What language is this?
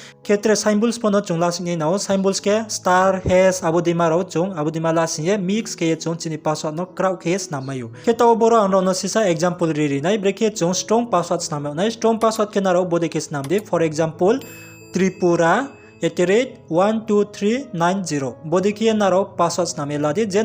Riang (India)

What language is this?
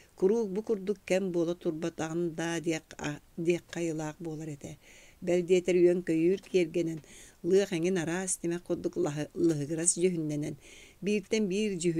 Yakut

